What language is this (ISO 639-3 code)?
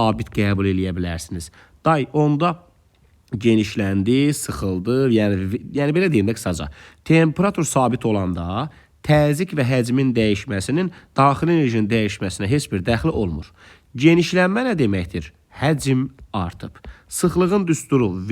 aze